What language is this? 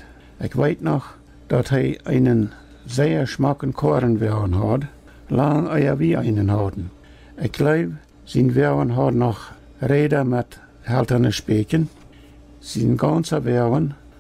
Plautdietsch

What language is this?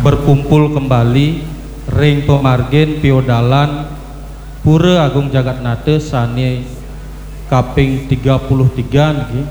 Balinese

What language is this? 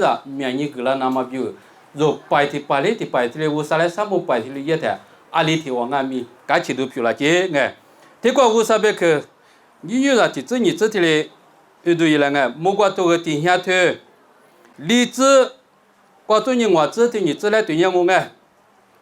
Lisu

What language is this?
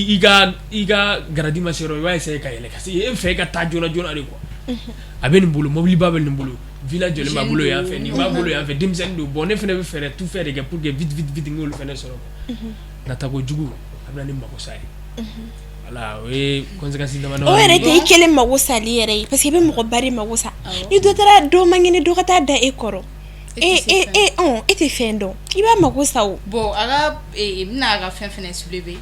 Bambara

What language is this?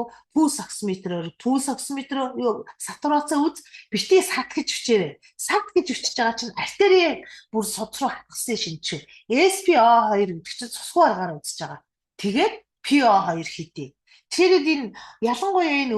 Mongolian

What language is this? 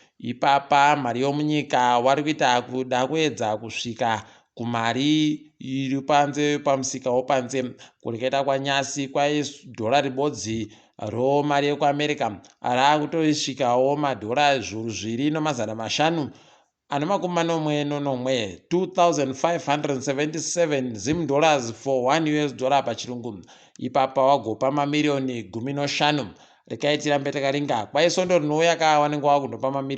Ndau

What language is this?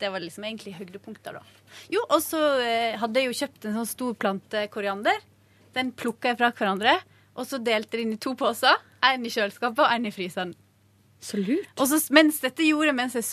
Norwegian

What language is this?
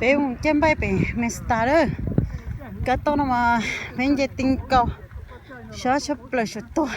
Hmong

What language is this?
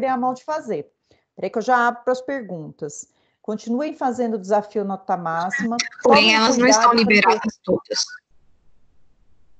Portuguese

